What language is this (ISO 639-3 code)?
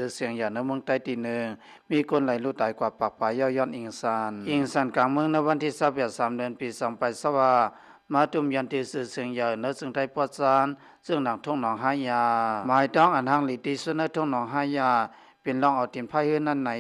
shn